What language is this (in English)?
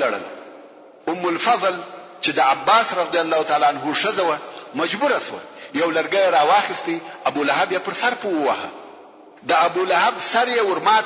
Pashto